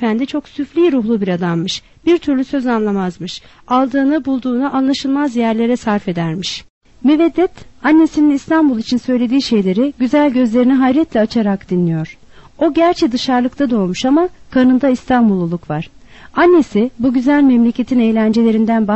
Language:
Turkish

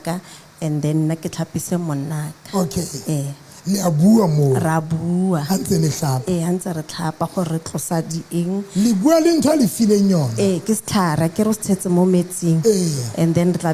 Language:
Southern Sotho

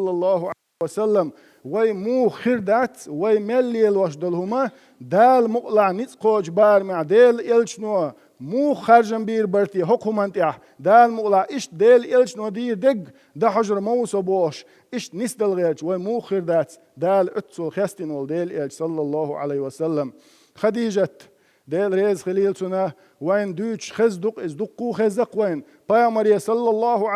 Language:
Chechen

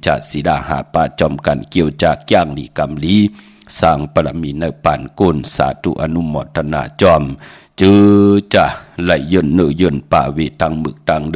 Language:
Shan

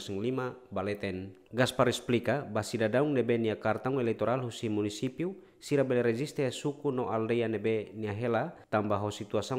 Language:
Tetum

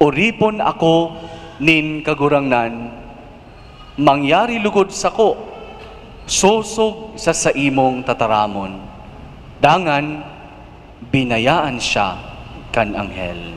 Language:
Bikol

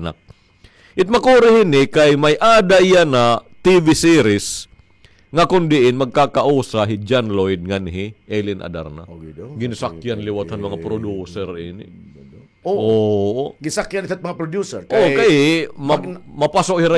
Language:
Waray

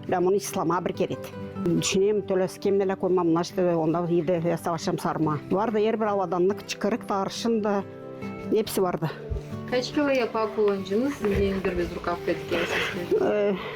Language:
Gagauz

